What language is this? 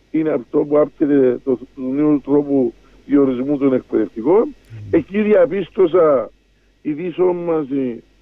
Greek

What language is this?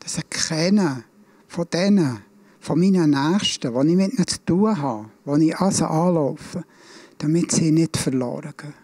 Swiss German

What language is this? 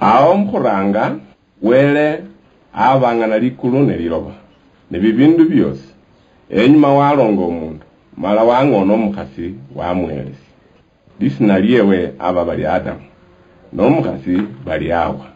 Luyia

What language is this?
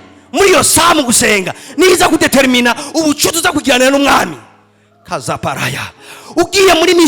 Rundi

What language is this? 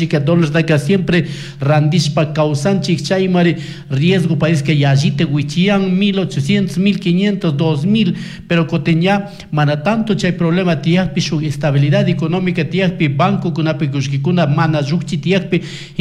Chimborazo Highland Quichua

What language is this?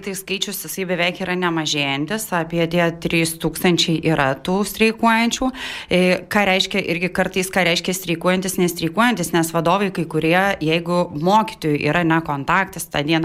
Lithuanian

